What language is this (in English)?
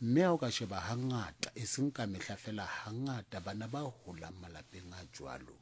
Southern Sotho